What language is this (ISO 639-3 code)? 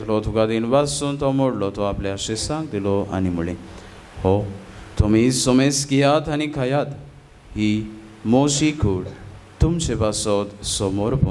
kok